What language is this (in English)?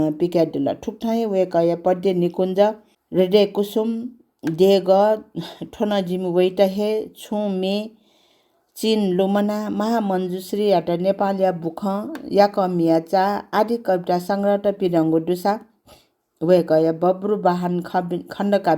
Newari